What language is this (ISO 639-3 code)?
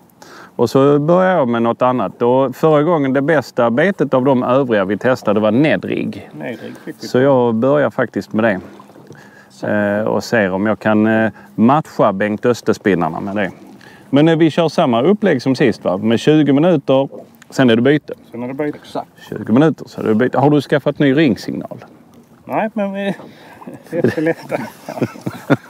swe